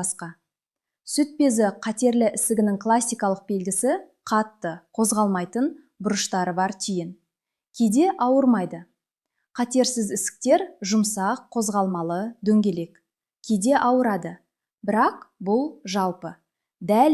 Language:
Kazakh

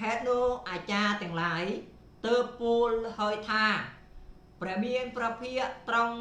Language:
Khmer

